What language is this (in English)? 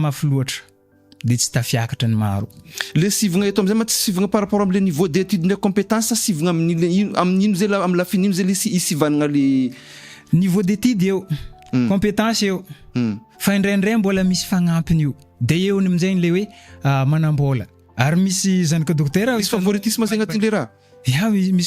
Malagasy